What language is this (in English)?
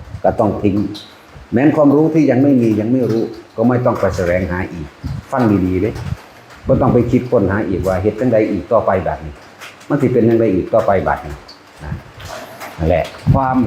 Northeastern Thai